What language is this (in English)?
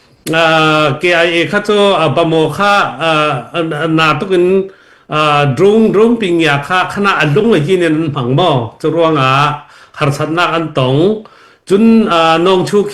Falam Chin